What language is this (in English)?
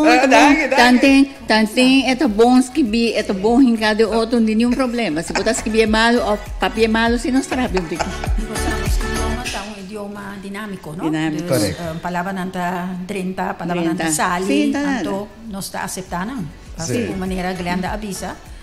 Papiamento